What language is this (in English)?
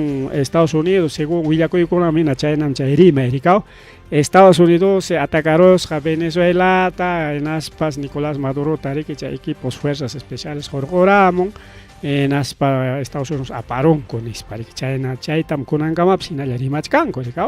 Ayacucho Quechua